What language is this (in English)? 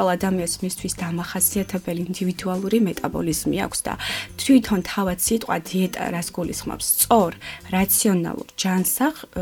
Georgian